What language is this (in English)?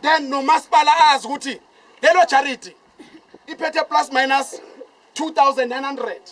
Zulu